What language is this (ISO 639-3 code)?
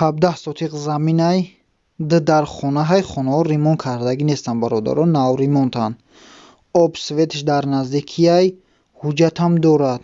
tgk